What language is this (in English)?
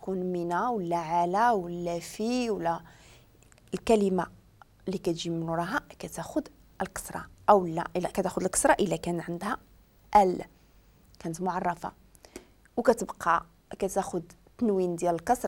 Moroccan Arabic